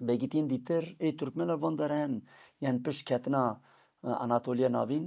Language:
Kurdish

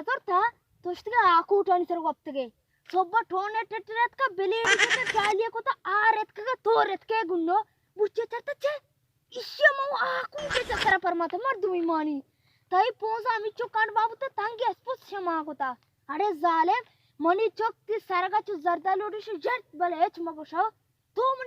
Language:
Baluchi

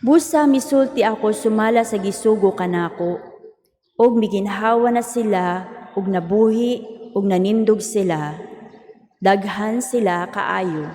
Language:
Cebuano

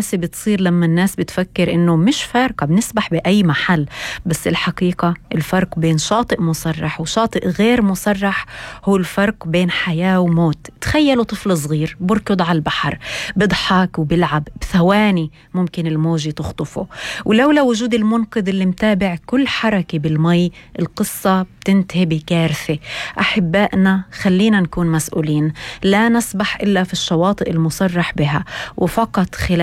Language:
North Levantine Arabic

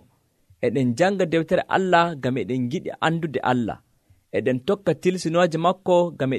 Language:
Nigerian Fulfulde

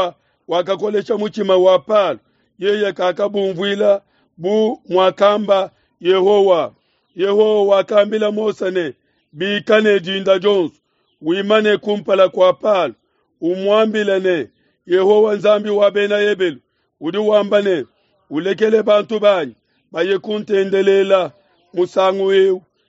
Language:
Luba-Lulua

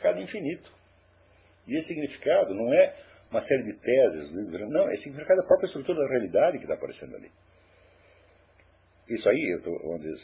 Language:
Portuguese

